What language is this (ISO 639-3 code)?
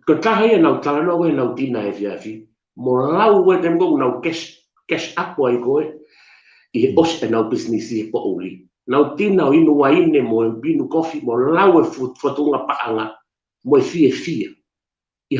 ton